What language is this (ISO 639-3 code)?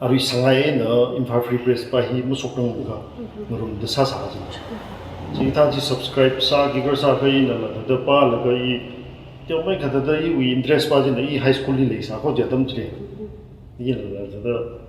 nmf